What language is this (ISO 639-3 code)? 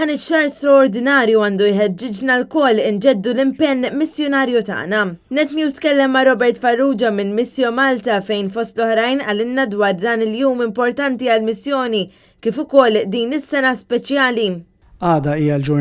mlt